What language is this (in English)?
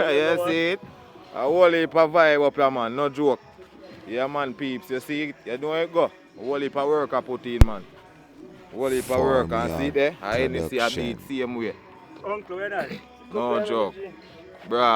Jamaican Creole English